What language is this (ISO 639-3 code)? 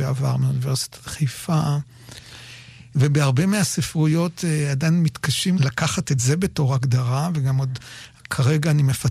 heb